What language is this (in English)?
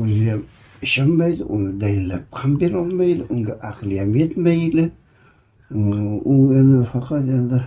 Uzbek